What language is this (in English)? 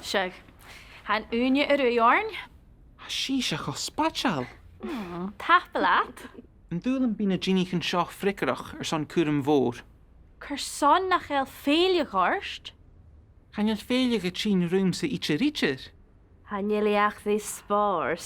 Scottish Gaelic